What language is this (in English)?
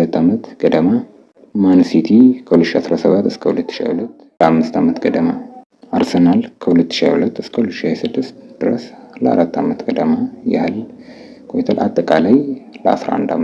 Amharic